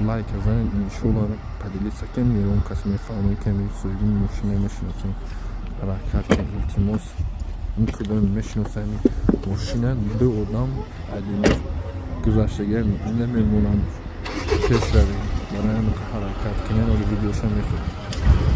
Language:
Tajik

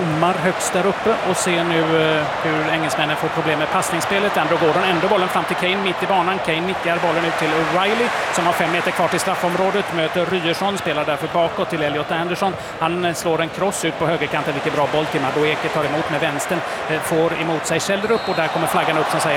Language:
Swedish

